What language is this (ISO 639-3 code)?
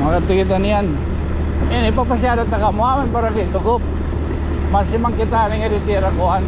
war